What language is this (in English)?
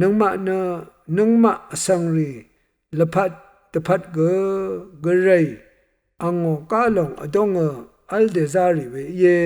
Rawang